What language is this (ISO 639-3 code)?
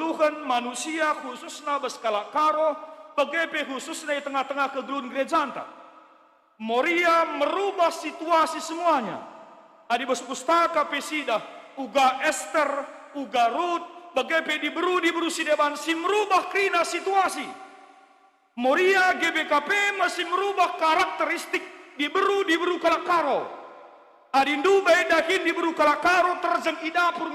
btx